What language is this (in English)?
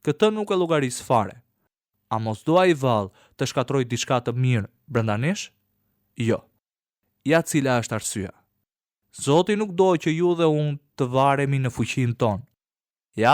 Albanian